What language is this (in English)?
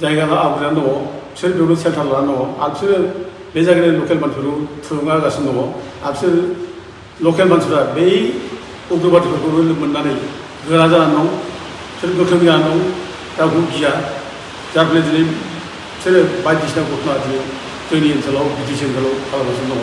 Bodo